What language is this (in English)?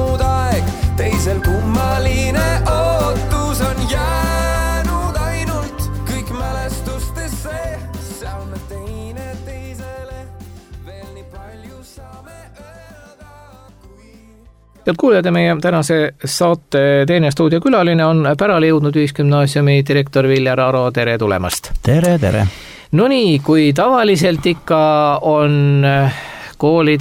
Estonian